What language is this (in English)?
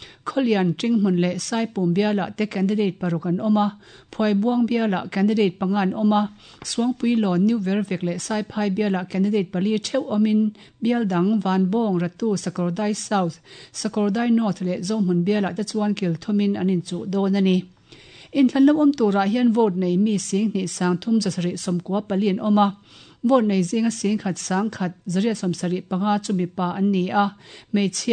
Mizo